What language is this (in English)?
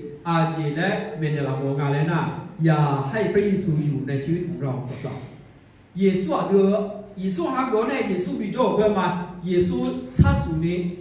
Akha